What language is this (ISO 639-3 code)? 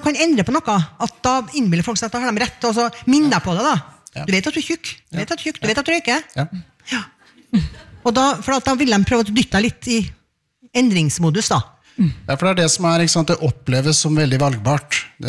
nor